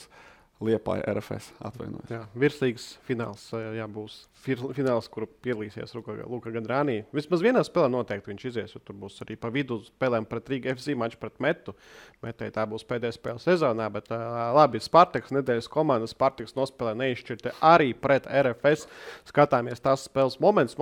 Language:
Latvian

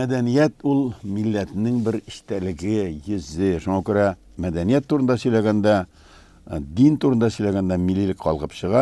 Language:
Tatar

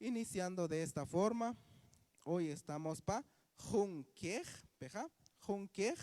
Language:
Kaqchikel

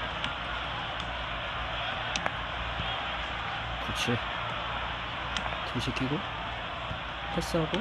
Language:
Korean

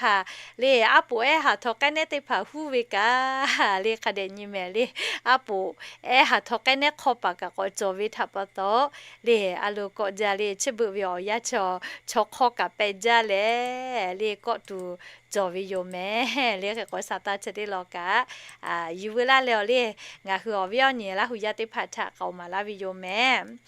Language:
Lahu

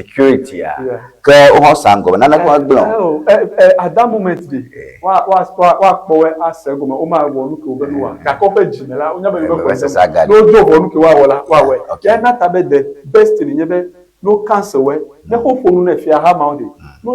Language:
Ewe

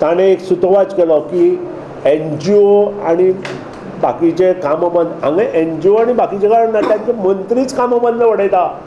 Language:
Konkani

